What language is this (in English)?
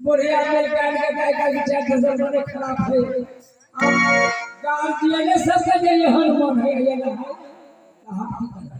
Maithili